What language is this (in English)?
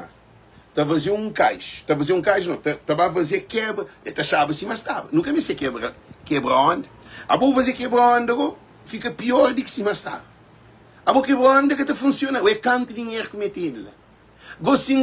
Kabuverdianu